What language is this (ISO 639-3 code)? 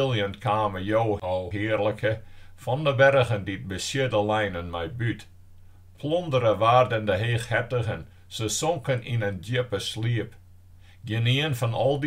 fry